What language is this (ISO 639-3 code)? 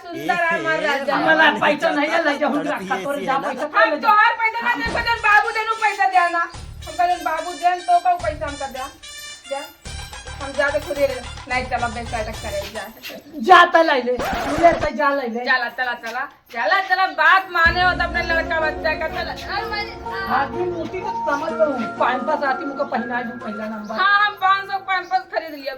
awa